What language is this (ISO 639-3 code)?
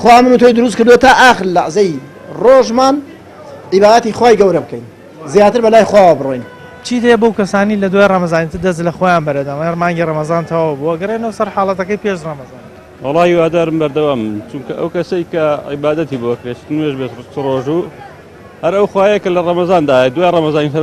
ckb